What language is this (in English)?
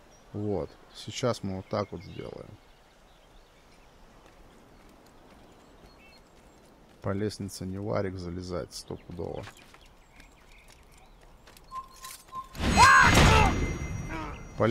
Russian